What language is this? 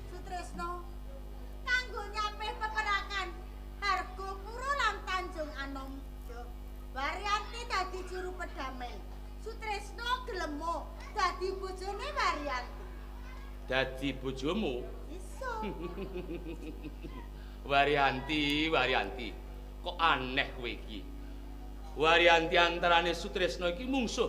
Javanese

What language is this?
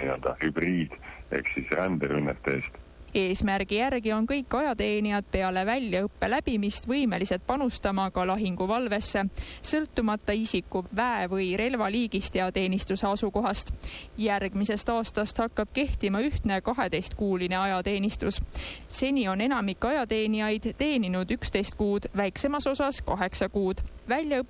Estonian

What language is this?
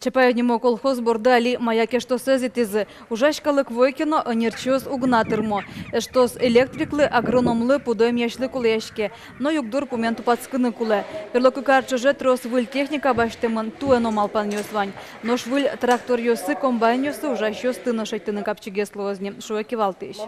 Udmurt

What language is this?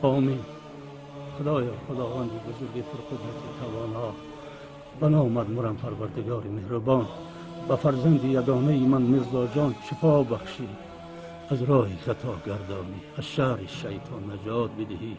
Tajik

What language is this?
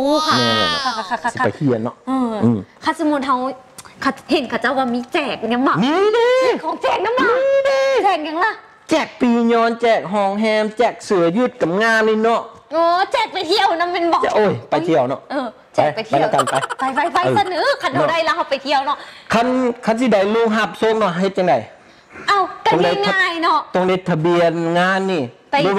Lao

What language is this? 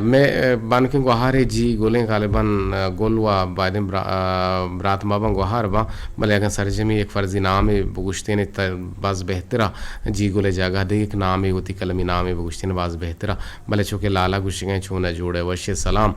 Eastern Balochi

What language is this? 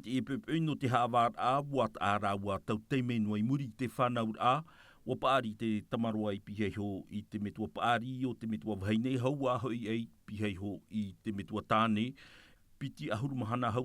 Tahitian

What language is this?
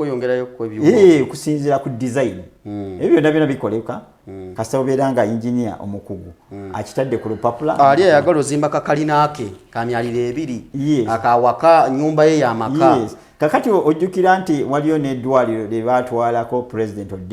Ganda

